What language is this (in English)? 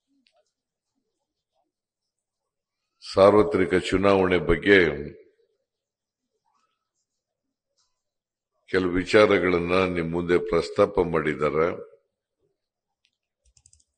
Kannada